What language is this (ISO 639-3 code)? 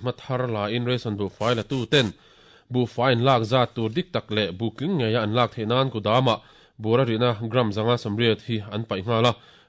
lus